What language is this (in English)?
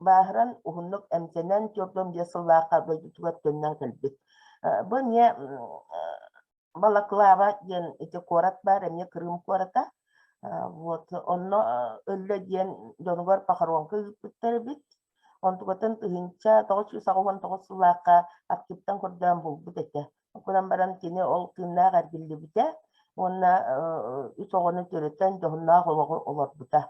Yakut